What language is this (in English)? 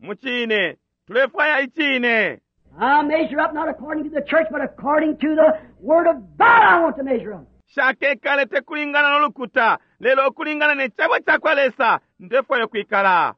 Bemba